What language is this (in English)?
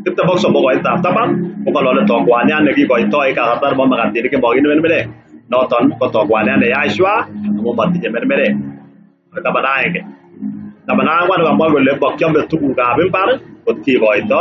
Kalenjin